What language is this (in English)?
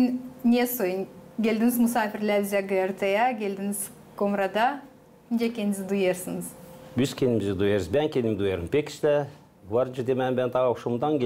Gagauz